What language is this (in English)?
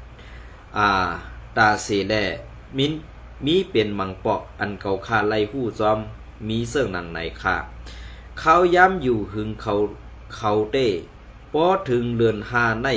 Shan